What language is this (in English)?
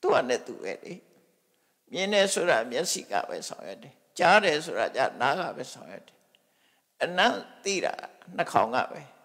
Burmese